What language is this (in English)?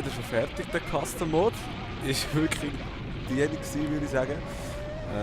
Swiss German